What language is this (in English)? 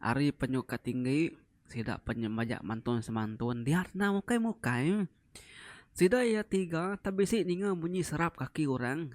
Iban